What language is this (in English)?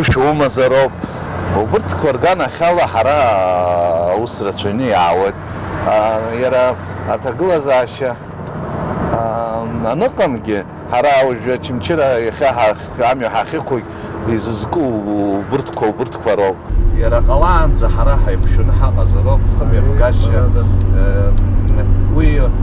Abkhazian